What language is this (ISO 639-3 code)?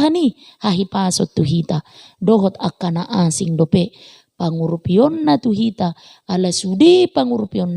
bbc